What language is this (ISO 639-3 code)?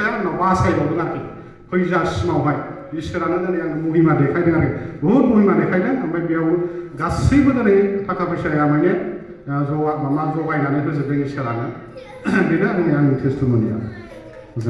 brx